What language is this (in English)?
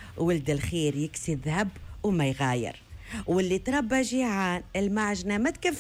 Tunisian Arabic